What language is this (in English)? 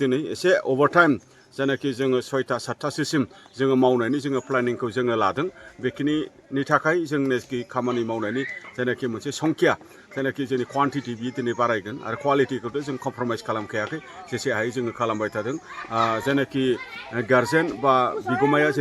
Bodo